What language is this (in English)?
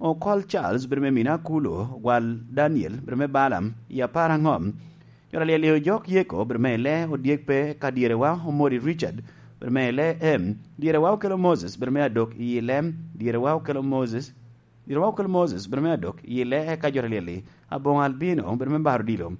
Lango (Uganda)